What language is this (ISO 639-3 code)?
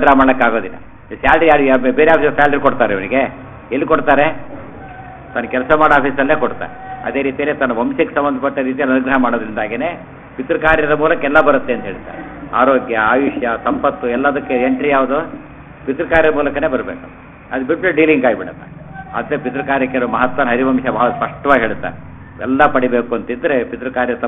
kan